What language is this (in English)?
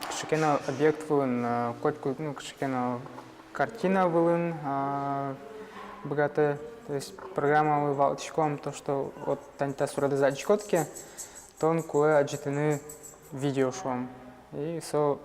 Udmurt